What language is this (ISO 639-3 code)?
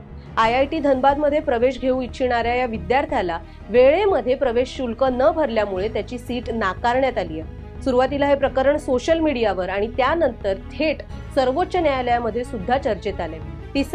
mar